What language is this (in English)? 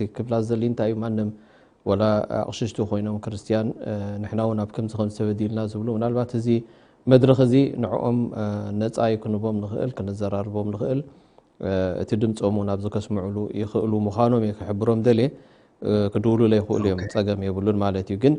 Tigrinya